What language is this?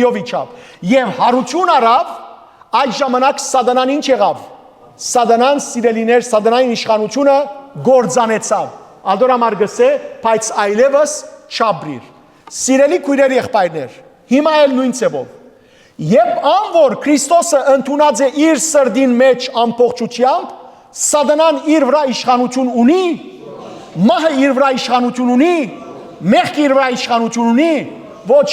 Western Armenian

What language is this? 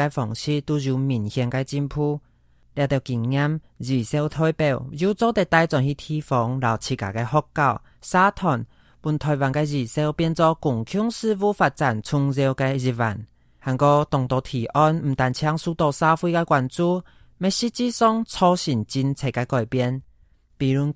Hakka Chinese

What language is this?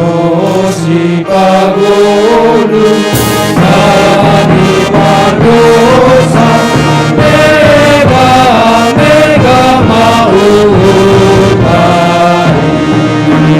Batak Simalungun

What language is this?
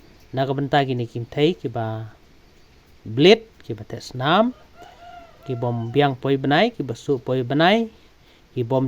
Khasi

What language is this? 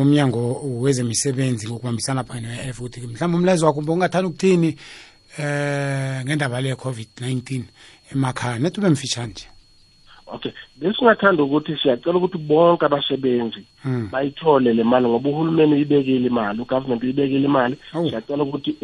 South Ndebele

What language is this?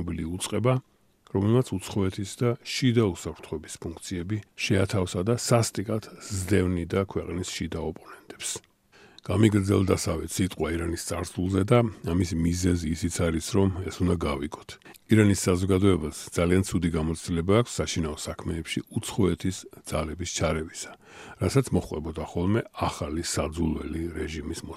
Georgian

